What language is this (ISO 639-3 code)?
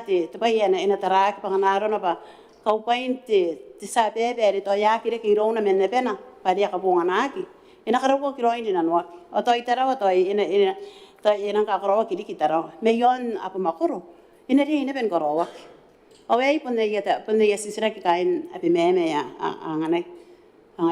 gil